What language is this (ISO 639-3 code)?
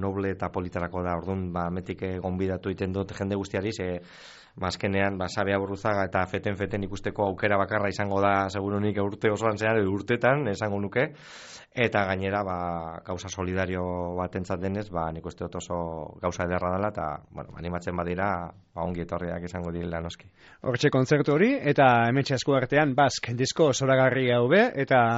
eus